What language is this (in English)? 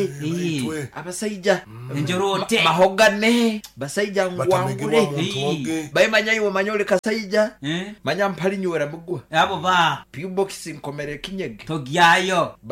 Nyankole